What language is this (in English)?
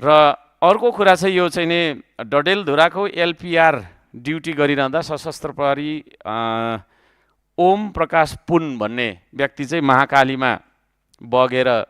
Nepali